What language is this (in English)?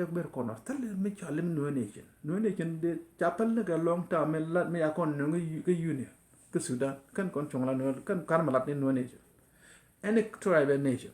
Nuer